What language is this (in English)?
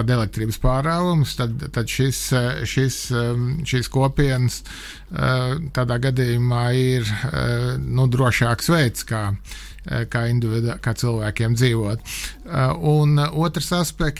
Latvian